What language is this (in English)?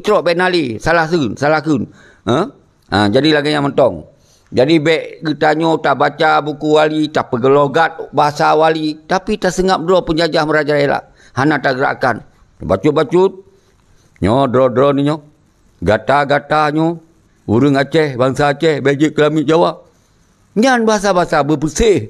Achinese